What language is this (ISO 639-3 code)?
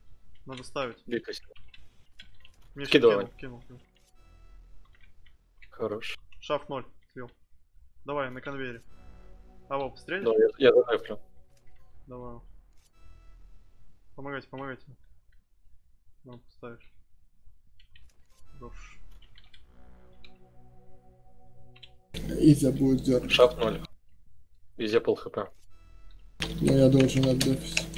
rus